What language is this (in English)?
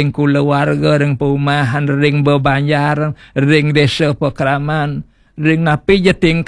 Balinese